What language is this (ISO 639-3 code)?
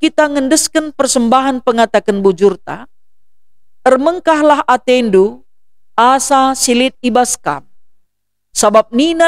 btx